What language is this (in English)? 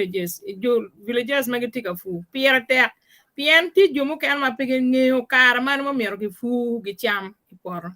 Acoli